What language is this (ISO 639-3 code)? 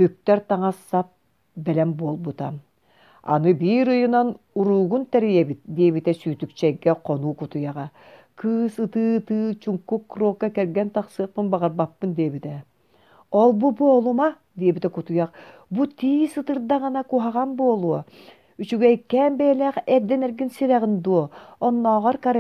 sah